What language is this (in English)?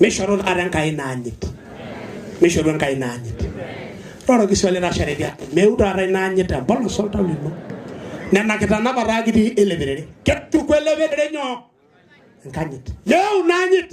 Masai